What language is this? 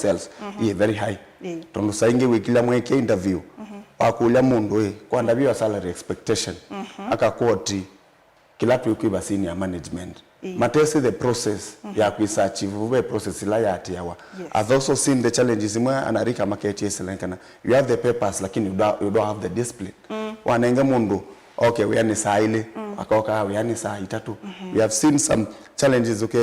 Kamba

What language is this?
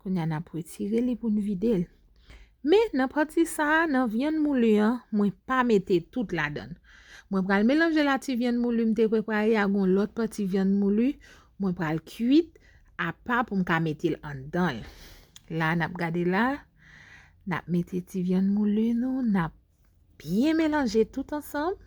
Haitian Creole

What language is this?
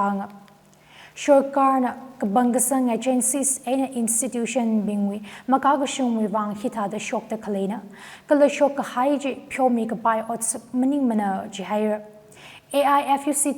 Tangkhul Naga (India)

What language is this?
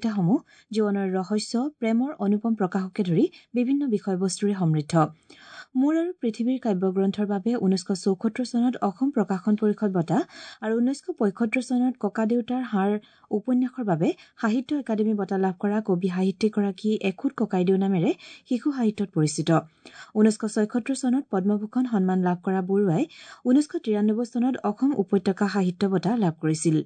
Assamese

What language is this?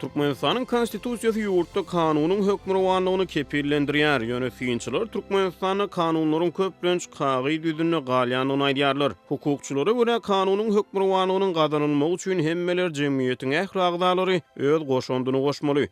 Turkmen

